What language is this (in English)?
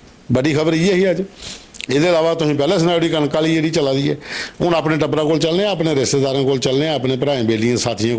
Dogri